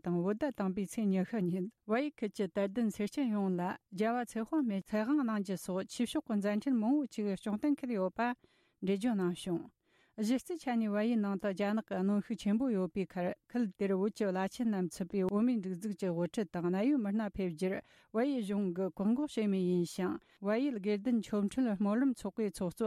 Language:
Tibetan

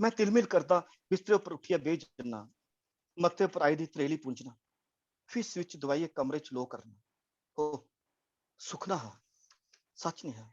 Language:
Dogri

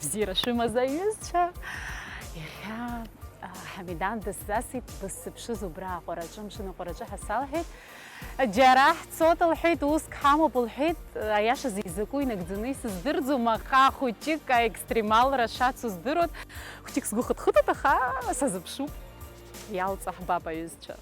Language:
Abkhazian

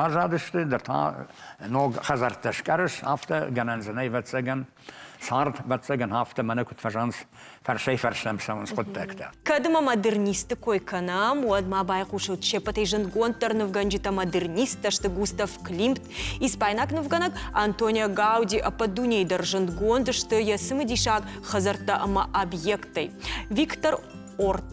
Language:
Ossetic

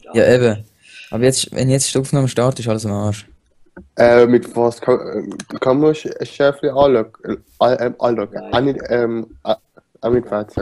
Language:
Swiss German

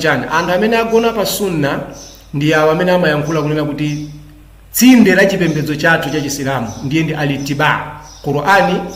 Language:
Nyanja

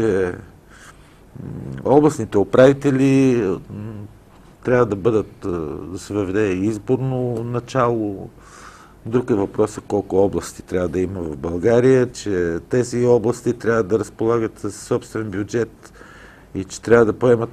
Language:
Bulgarian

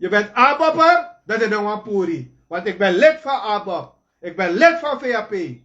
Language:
Sranan Tongo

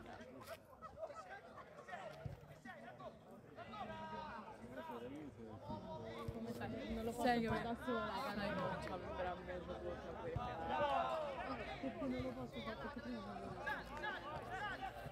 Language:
Italian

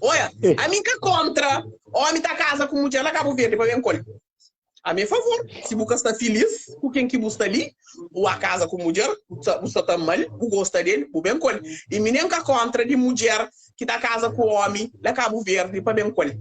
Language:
Kabuverdianu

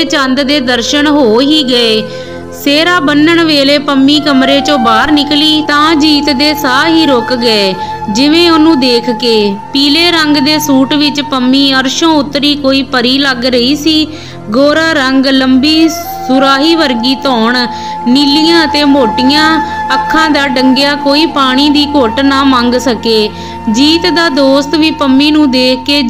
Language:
Punjabi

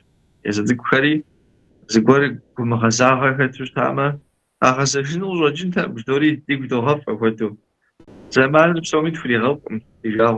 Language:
Kabardian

